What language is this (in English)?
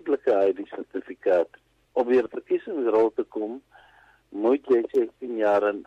Afrikaans